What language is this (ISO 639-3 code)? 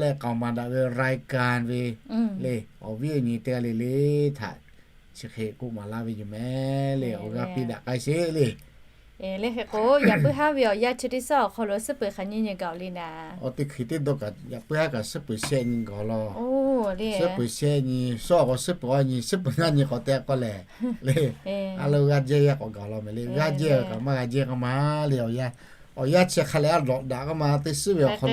lhu